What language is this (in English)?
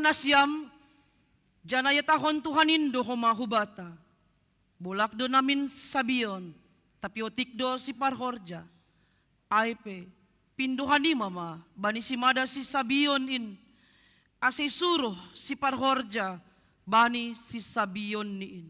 Batak Simalungun